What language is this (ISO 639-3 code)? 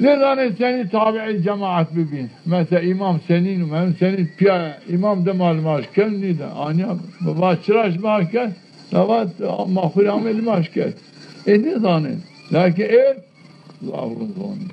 zza